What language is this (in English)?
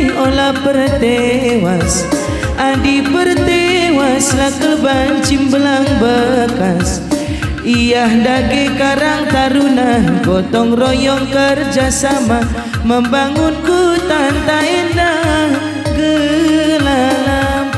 Batak Karo